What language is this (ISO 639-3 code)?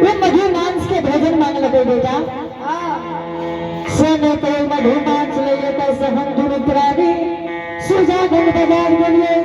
anp